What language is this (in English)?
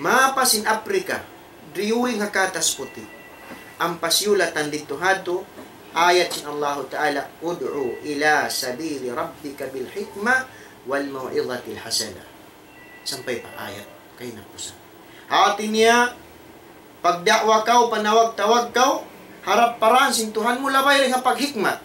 Tausug